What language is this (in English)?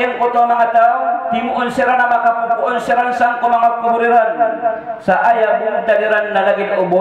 Maranao